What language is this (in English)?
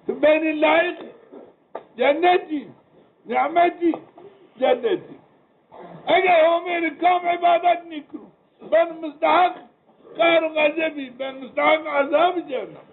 Zaza